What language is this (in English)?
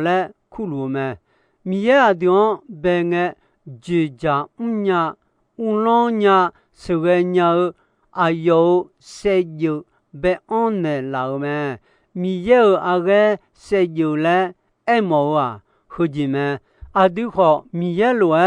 Akha